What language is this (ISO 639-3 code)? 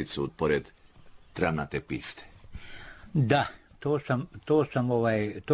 srp